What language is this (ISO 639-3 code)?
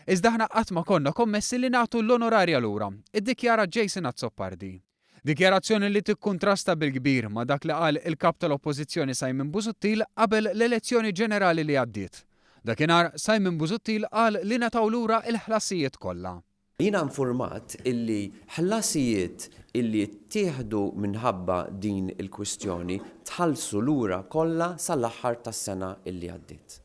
mlt